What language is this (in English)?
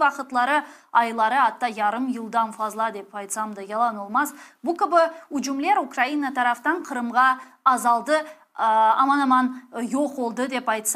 Crimean Tatar